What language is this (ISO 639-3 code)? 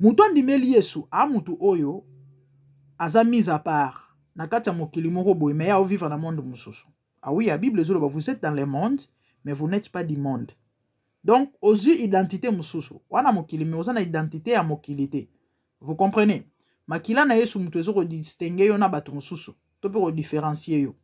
lin